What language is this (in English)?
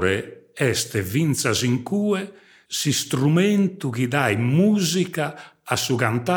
Sardinian